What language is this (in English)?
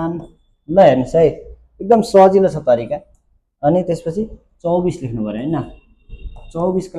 Nepali